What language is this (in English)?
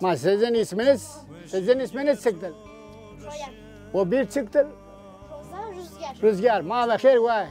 Zaza